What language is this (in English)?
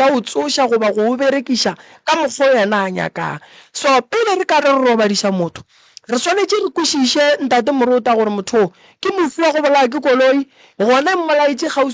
Northern Sotho